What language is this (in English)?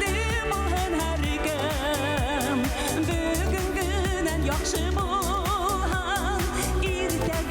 Bashkir